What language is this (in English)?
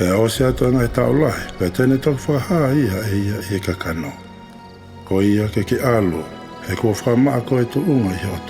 Tongan